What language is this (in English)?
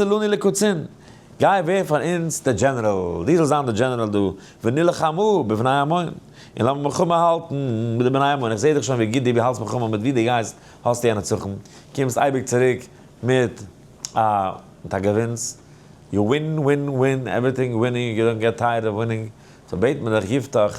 Yiddish